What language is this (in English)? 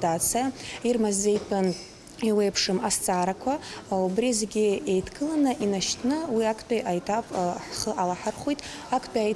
Abkhazian